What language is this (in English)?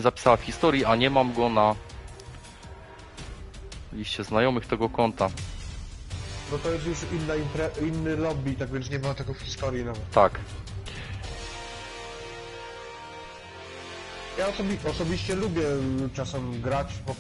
Polish